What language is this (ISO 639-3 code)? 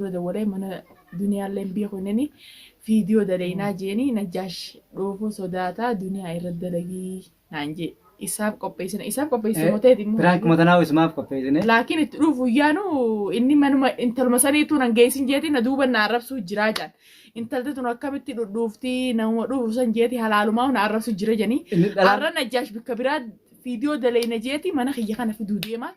orm